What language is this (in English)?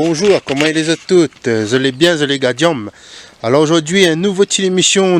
Réunion Creole French